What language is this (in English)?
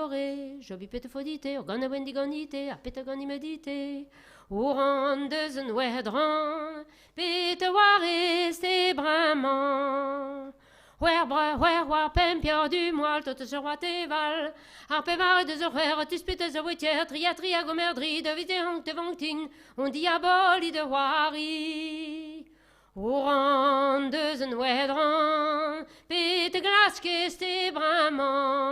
Breton